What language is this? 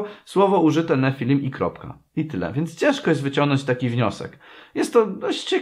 Polish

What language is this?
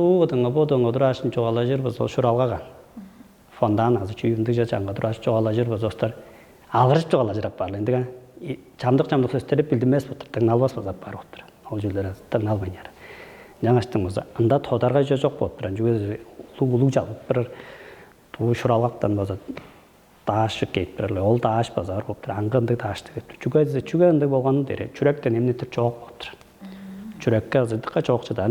Tuvinian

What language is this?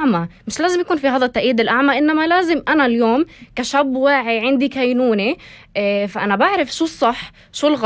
North Levantine Arabic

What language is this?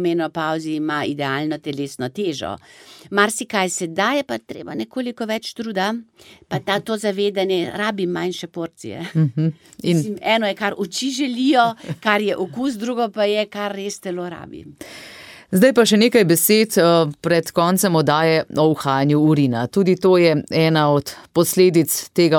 Slovenian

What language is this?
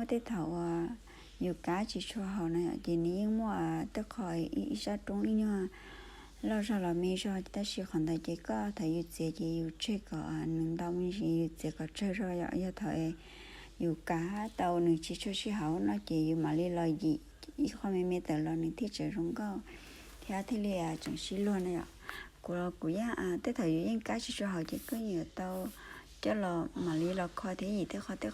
Hmong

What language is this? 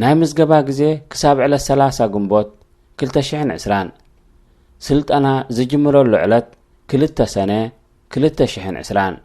Tigrinya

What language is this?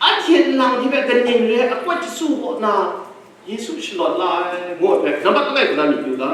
Kachin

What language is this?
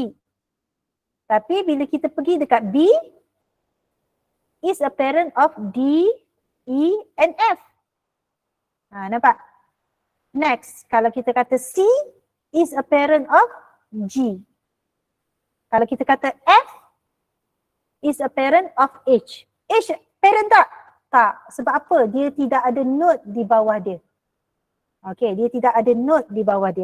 Malay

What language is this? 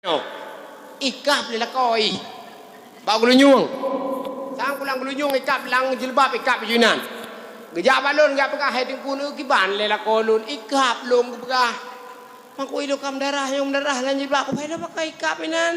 Achinese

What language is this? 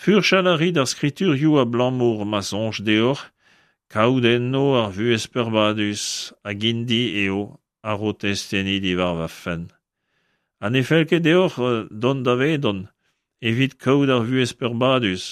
Breton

